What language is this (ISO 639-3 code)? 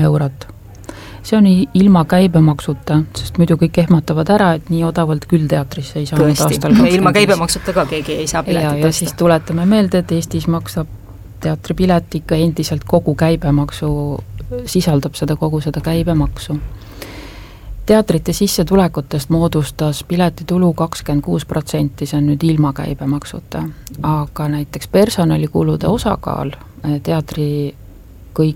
est